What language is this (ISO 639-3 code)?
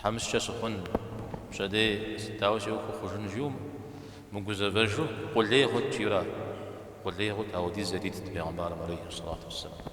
kbd